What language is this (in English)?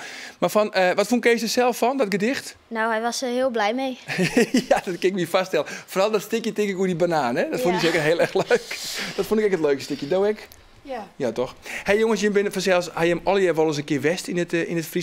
Western Frisian